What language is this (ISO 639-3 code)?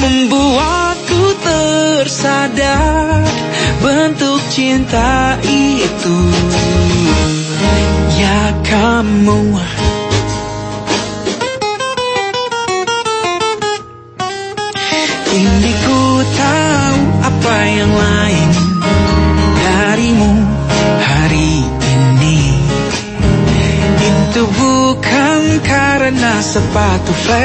ind